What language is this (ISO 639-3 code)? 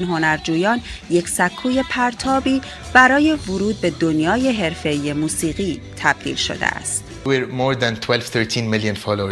fas